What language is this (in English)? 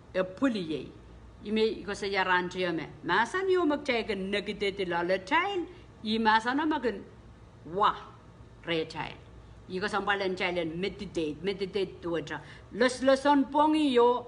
Pohnpeian